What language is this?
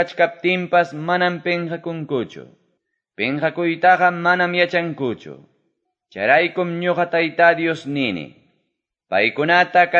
Quechua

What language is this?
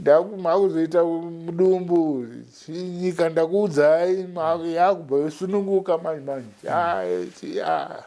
Shona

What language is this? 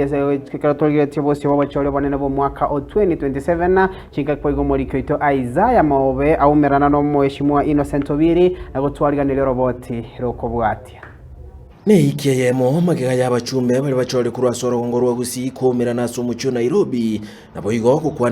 Gusii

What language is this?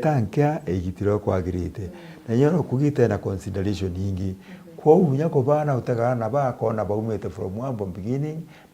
Meru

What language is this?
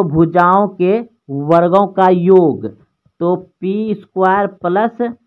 Hindi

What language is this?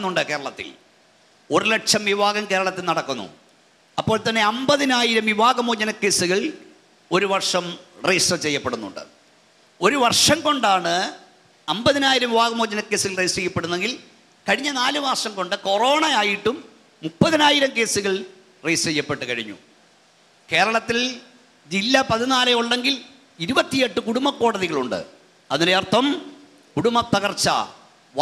Malayalam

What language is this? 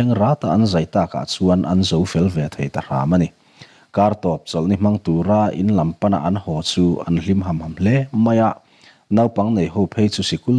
Mizo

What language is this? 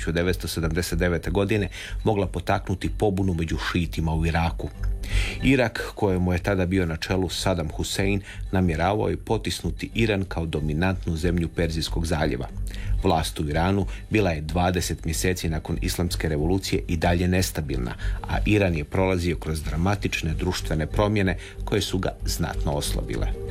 Croatian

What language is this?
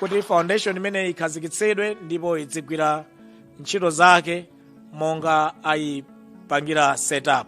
Nyanja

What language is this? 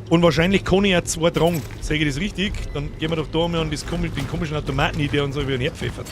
Bavarian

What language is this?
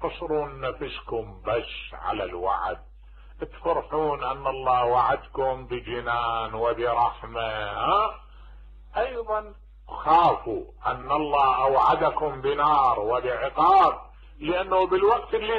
Mesopotamian Arabic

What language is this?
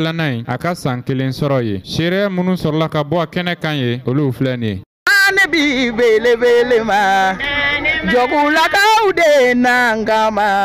Bambara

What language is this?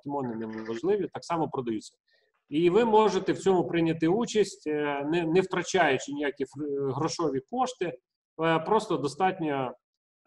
Ukrainian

